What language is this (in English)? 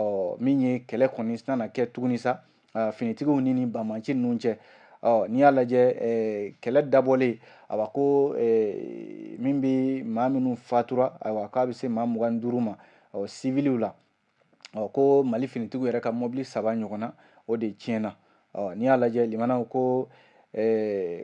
Bambara